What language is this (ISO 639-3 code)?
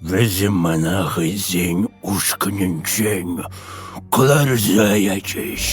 chv